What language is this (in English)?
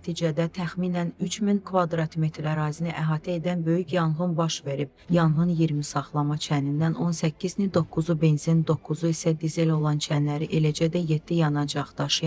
Azerbaijani